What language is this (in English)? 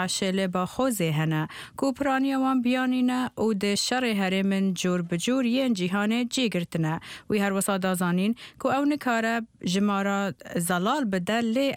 Central Kurdish